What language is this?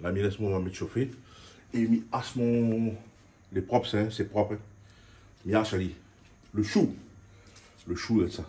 Réunion Creole French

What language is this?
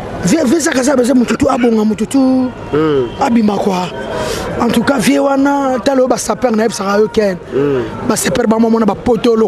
Lingala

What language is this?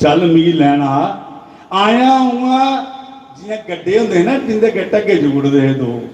Dogri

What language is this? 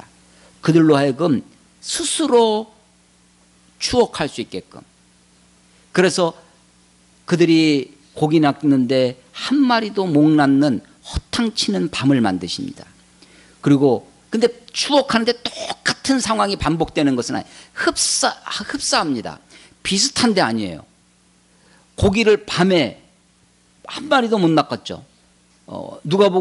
Korean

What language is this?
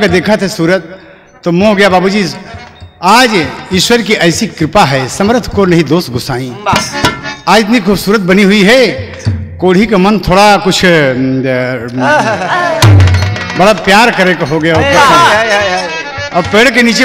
Bhojpuri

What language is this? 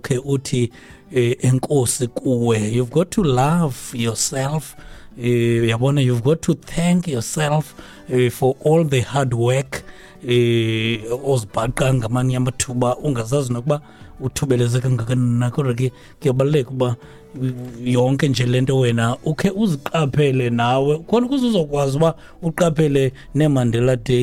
Xhosa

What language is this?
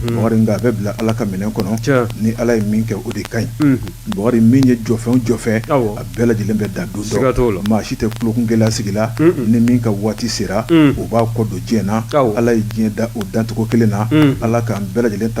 Bambara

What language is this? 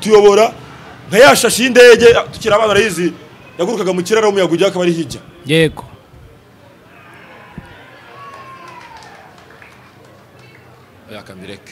Kinyarwanda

